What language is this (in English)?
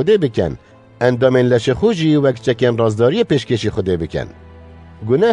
Kurdish